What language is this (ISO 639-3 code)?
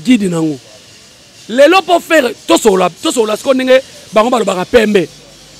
lin